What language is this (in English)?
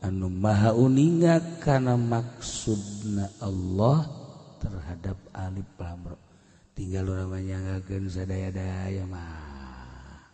Sundanese